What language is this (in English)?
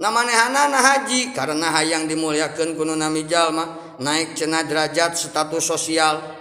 Sundanese